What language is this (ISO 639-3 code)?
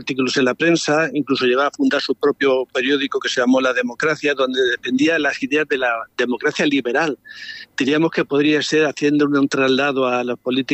spa